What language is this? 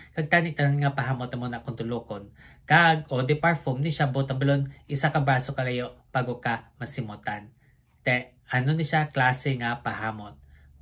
Hiligaynon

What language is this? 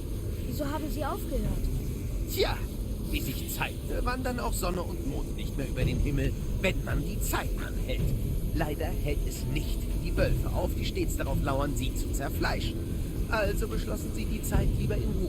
Bavarian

